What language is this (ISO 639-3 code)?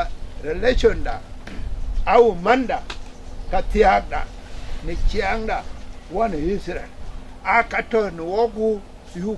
din